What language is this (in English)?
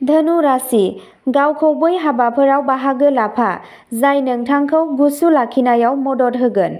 Bodo